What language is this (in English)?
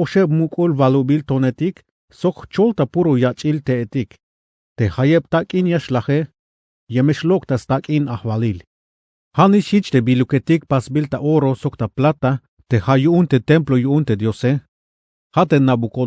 Tzeltal